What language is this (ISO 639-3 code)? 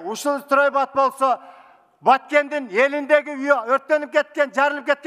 kir